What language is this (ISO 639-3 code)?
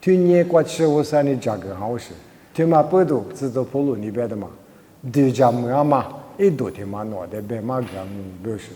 lis